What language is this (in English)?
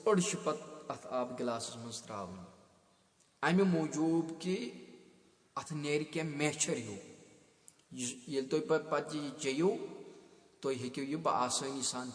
Kashmiri